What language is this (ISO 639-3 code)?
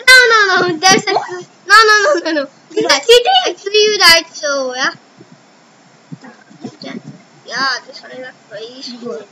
eng